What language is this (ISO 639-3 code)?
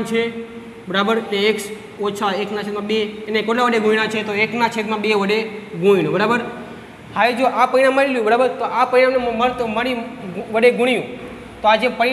guj